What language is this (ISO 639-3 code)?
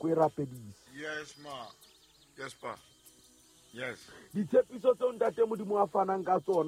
sot